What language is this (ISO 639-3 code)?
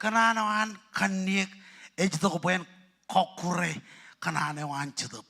mah